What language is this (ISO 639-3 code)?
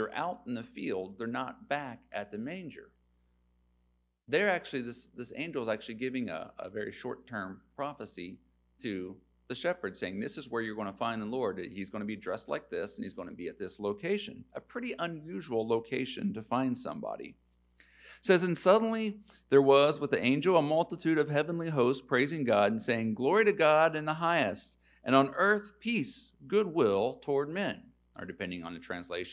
eng